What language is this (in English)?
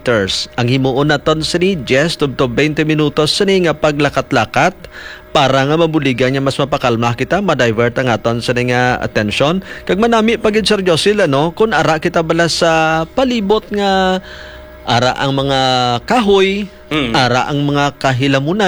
Hiligaynon